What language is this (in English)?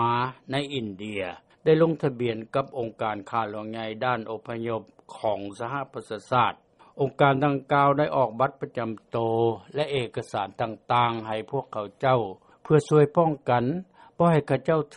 Lao